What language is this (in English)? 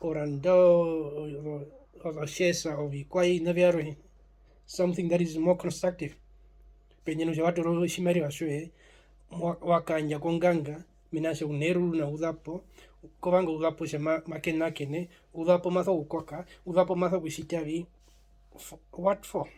Herero